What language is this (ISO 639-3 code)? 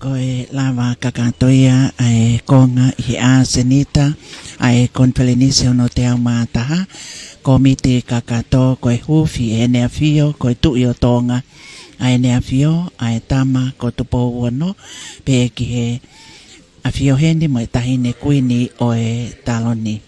ton